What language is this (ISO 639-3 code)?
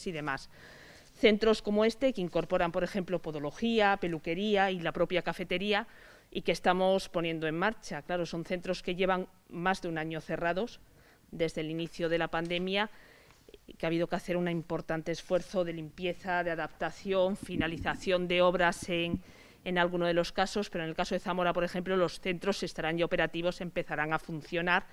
spa